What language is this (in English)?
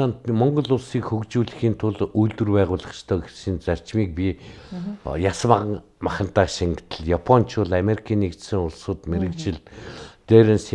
Mongolian